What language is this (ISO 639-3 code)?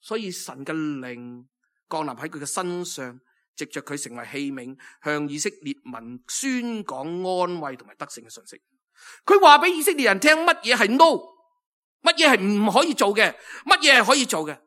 yue